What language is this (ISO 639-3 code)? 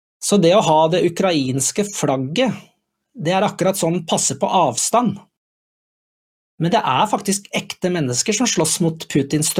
nor